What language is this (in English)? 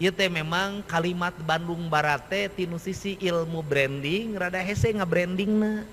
Sundanese